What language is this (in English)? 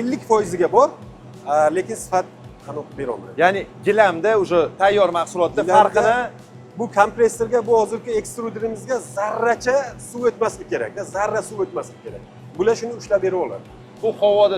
Uzbek